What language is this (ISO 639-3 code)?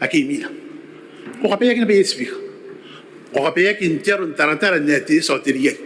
gil